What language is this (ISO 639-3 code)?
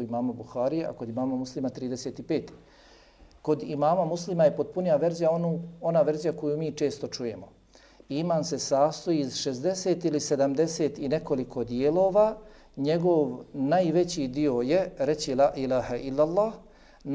bos